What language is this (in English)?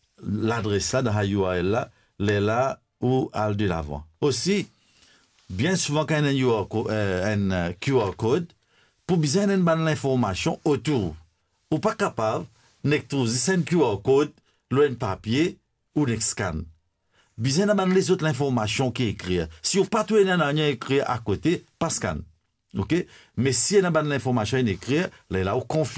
Morisyen